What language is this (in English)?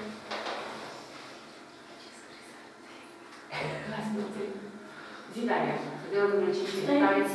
Romanian